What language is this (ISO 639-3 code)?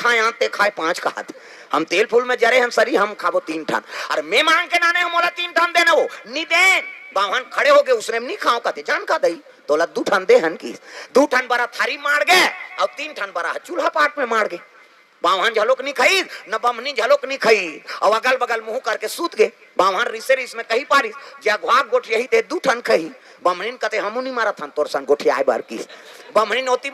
hne